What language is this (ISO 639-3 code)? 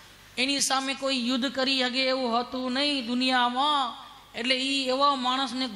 guj